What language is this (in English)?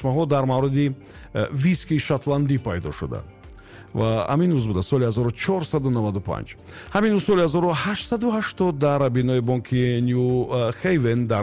Tajik